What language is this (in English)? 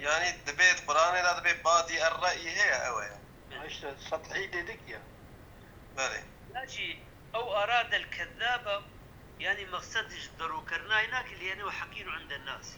Kurdish